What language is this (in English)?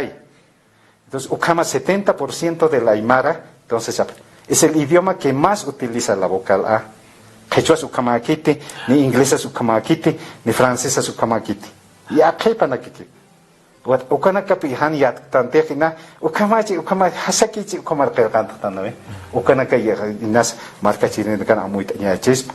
Aymara